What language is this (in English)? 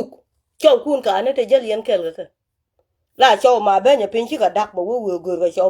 Nuer